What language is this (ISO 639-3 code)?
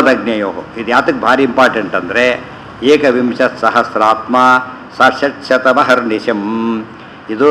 kan